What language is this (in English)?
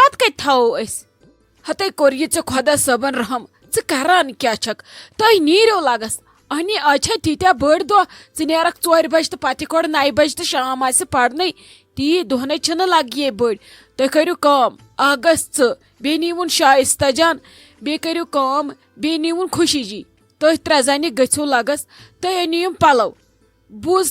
Kashmiri